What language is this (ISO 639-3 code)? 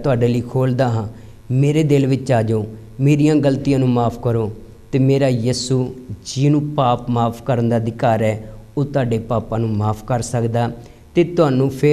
pan